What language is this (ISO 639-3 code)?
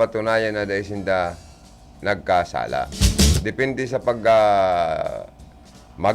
bik